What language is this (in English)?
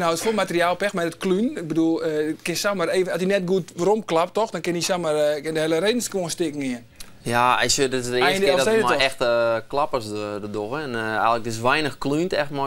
Western Frisian